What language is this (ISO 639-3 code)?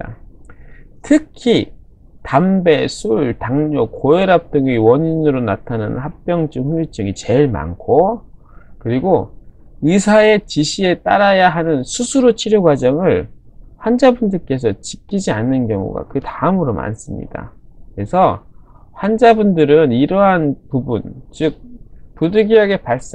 kor